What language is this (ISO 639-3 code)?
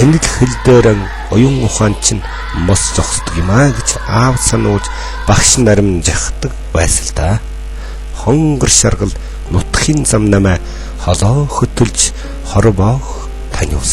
mon